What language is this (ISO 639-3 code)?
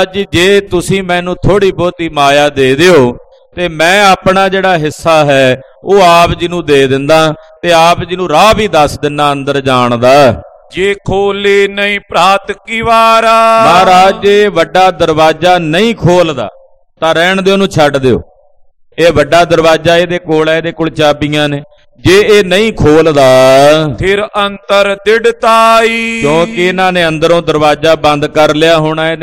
pan